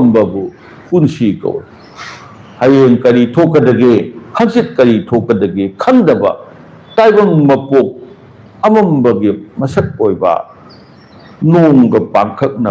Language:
Manipuri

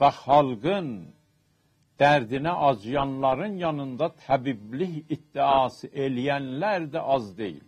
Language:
South Azerbaijani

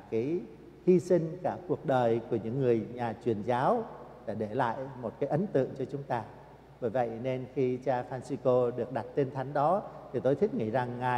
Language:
Vietnamese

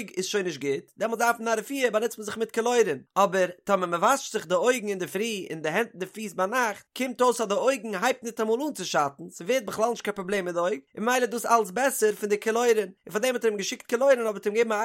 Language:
Yiddish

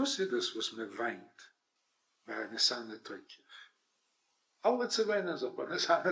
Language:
Yiddish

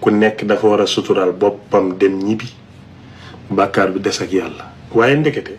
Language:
Wolof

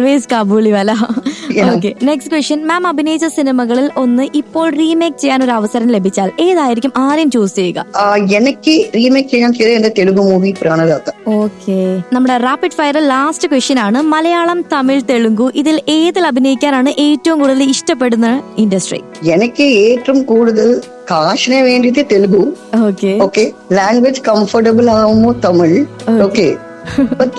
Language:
Malayalam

